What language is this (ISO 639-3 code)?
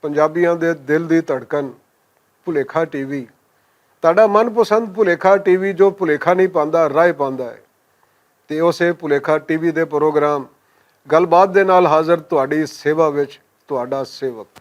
lah